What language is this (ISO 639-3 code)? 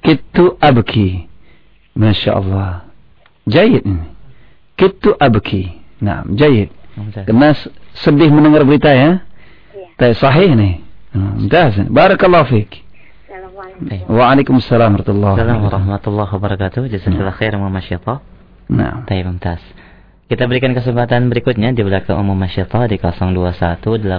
ind